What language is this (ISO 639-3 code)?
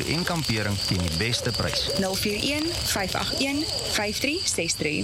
afr